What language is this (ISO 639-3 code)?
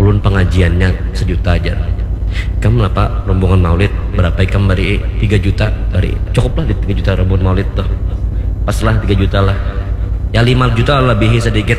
bjn